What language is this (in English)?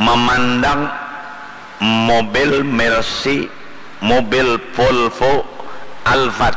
Banjar